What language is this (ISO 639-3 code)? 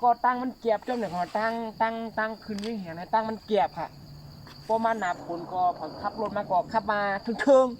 shn